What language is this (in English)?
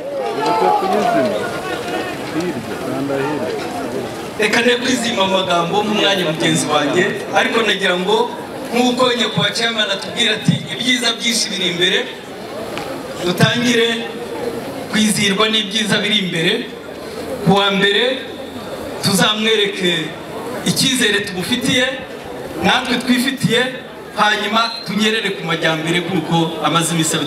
Kinyarwanda